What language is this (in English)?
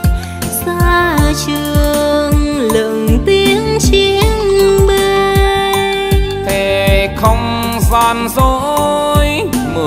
Vietnamese